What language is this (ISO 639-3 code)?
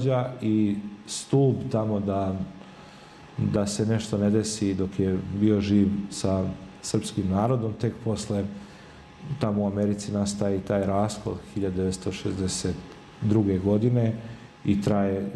srp